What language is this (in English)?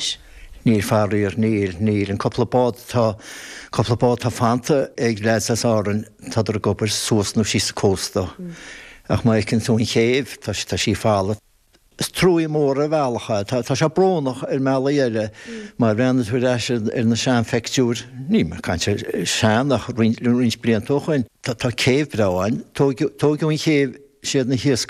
Irish